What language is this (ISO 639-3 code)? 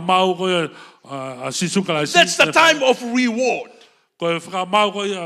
ton